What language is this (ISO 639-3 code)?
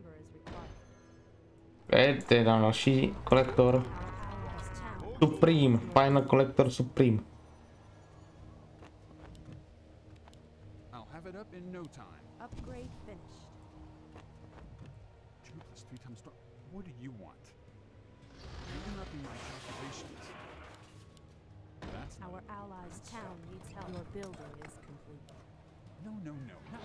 ces